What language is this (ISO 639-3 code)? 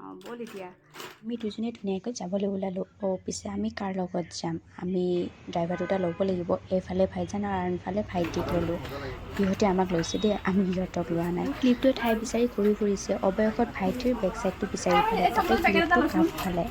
asm